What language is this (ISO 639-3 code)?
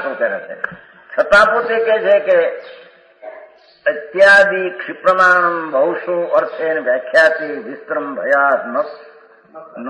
guj